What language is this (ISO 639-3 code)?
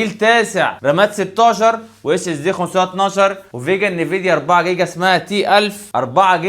arz